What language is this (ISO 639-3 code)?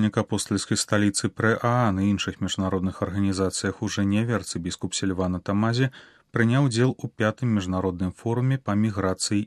bel